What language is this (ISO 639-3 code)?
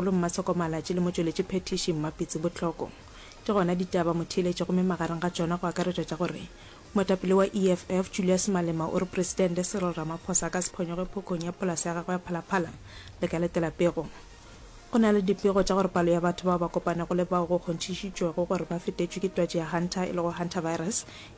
nso